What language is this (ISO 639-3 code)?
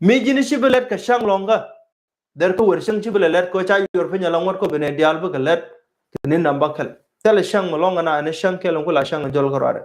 nus